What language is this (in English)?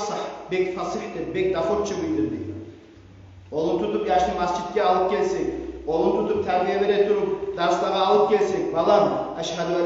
Kumyk